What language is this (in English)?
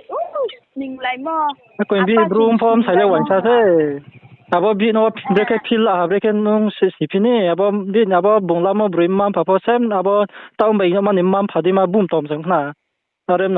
Riang (India)